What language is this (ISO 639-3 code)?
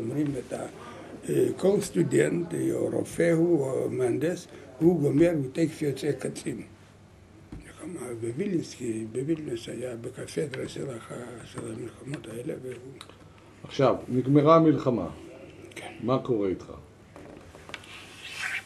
heb